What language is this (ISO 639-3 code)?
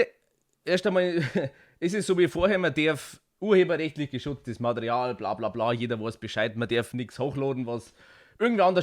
bar